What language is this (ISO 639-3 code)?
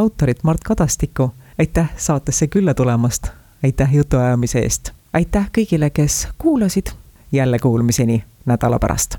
est